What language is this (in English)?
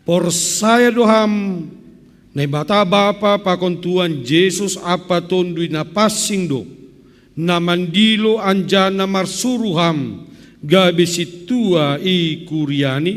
Batak Simalungun